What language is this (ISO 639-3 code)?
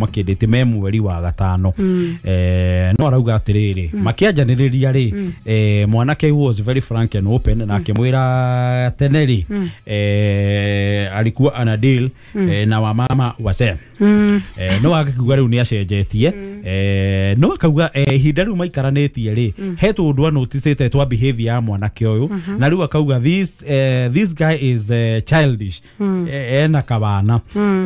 kik